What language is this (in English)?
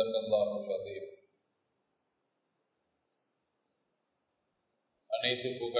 Tamil